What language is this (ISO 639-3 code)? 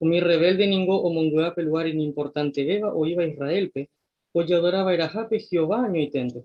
grn